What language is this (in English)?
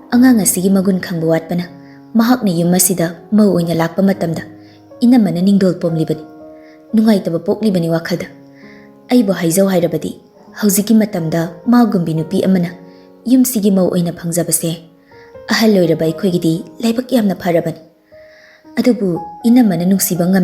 Manipuri